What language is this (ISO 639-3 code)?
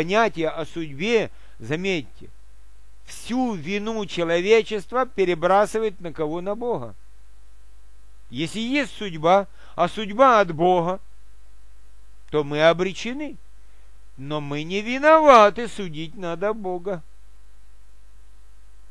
rus